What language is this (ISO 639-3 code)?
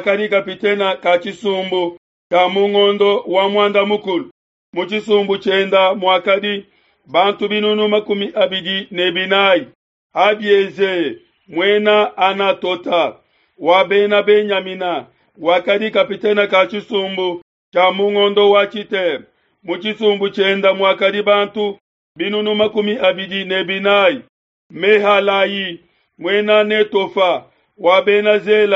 lua